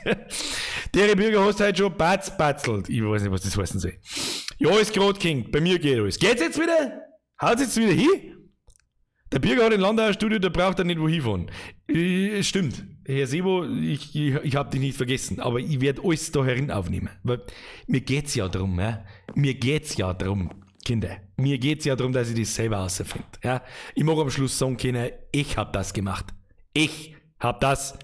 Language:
Bavarian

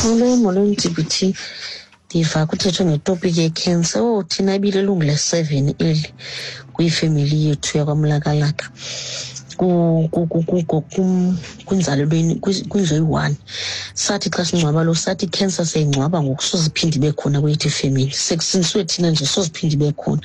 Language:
Xhosa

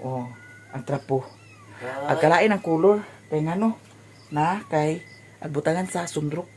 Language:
Cebuano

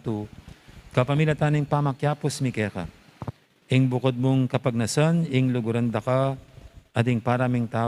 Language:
Pampanga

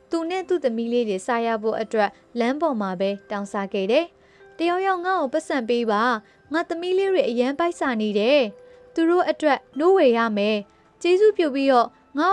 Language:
Burmese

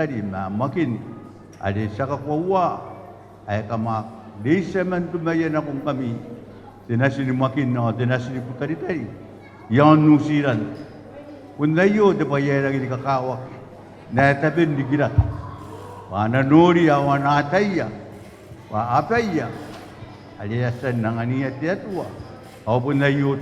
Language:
Gilbertese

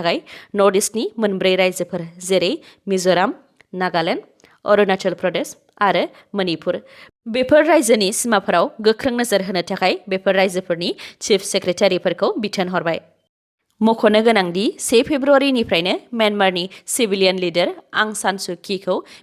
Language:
Bodo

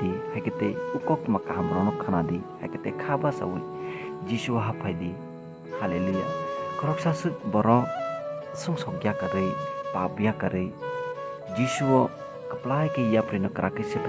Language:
Kok Borok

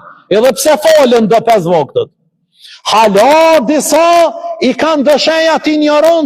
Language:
Albanian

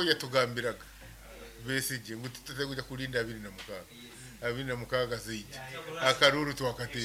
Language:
Nyankole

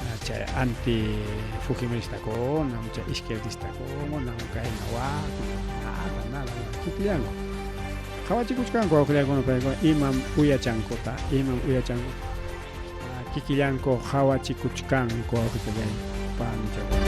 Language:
Ayacucho Quechua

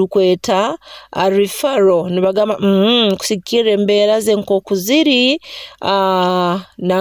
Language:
Nyoro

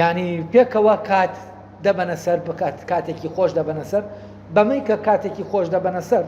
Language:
Central Kurdish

